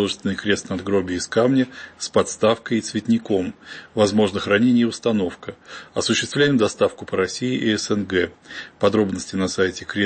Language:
Russian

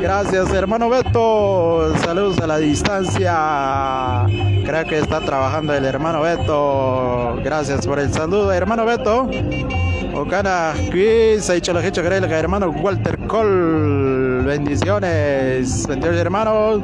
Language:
Kekchí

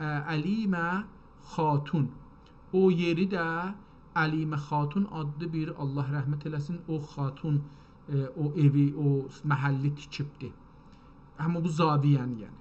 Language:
South Azerbaijani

